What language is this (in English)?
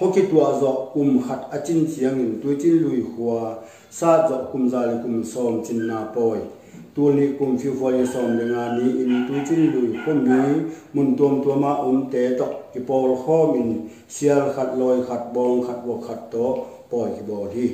Tedim Chin